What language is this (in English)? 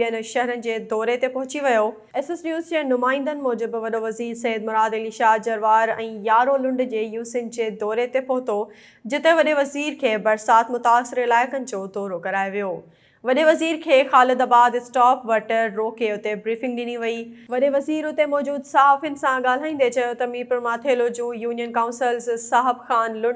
Sindhi